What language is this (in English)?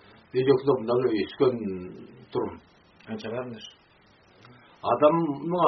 Kazakh